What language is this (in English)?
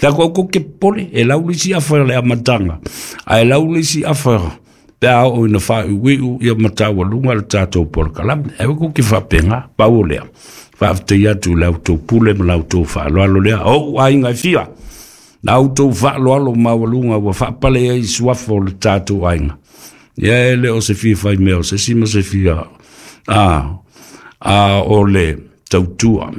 Samoan